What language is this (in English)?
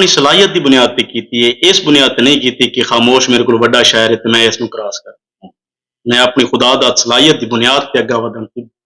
Saraiki